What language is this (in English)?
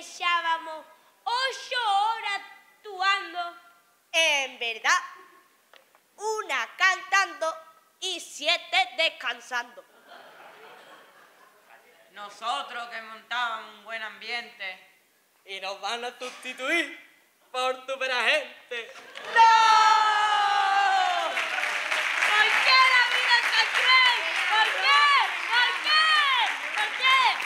Spanish